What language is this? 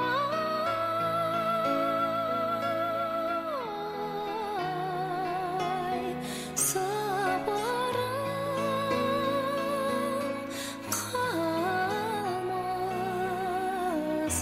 Kazakh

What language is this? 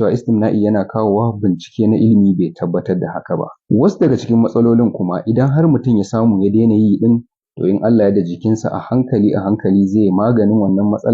Hausa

